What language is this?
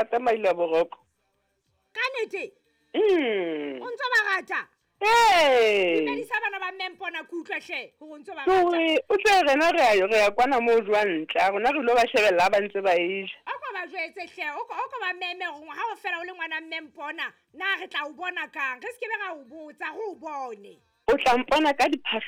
Southern Sotho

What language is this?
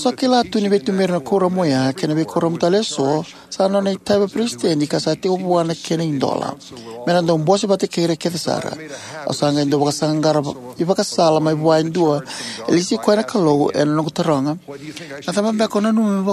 Fijian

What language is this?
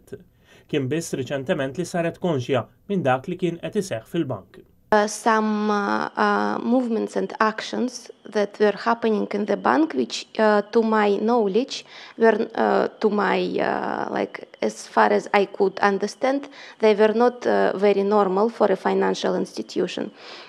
Maltese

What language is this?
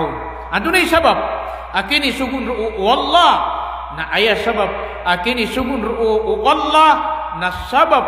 Maranao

